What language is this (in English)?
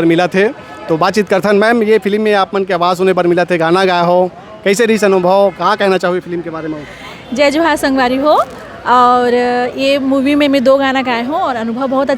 Chhattisgarhi